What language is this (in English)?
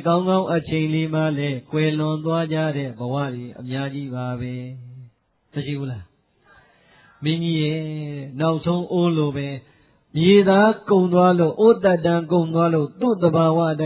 Burmese